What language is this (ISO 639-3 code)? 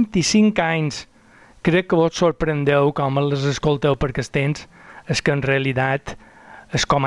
cat